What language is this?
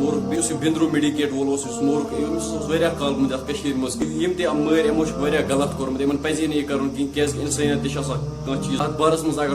Kashmiri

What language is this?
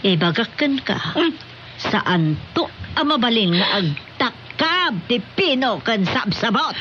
Iloko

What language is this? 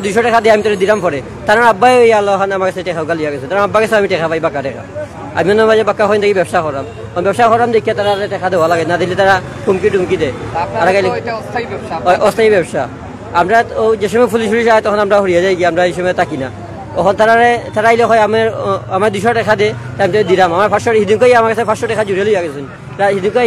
Sylheti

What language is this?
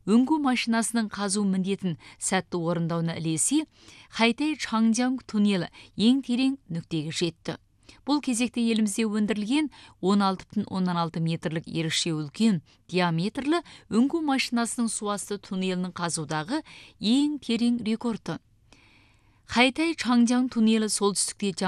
Kazakh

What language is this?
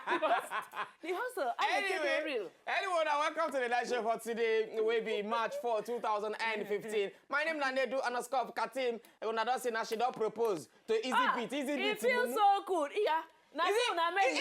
Nigerian Pidgin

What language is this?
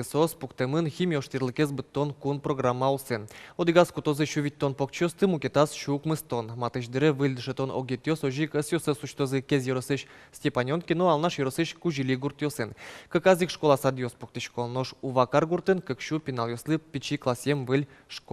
Udmurt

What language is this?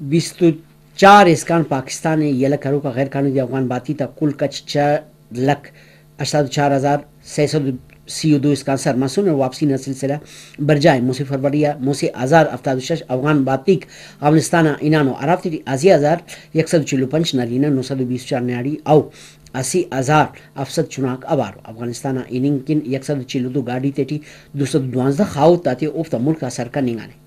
Brahui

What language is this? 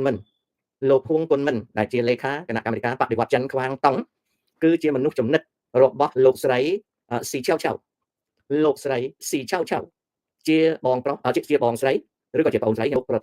Khmer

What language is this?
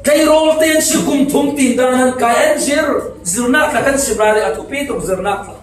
Falam Chin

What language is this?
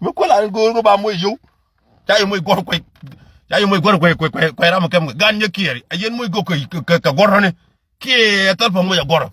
Nuer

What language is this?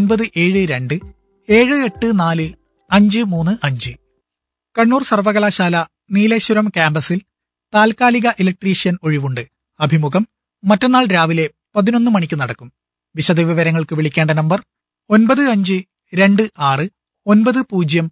Malayalam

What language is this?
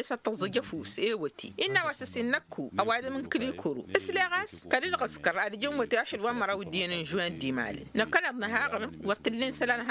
Tamasheq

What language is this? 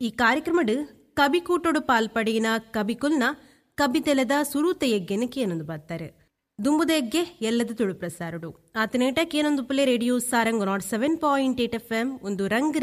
Tulu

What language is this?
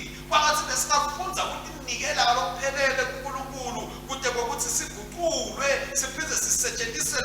Swati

